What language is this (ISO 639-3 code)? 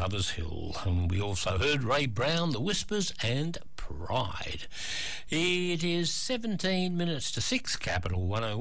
eng